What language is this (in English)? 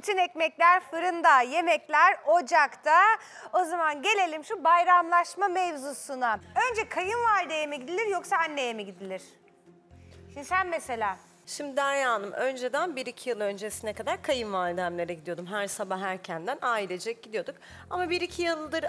Turkish